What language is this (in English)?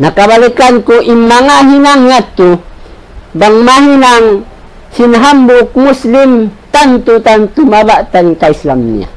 Tausug